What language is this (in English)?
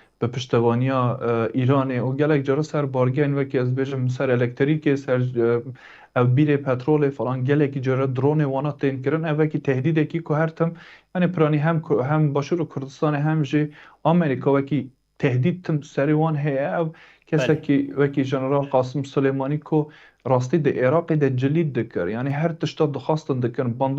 Kurdish